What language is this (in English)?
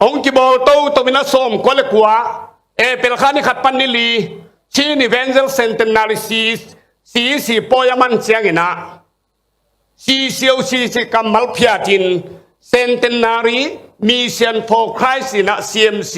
Tedim Chin